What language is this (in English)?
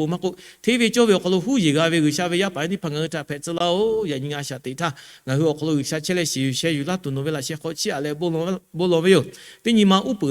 Lahu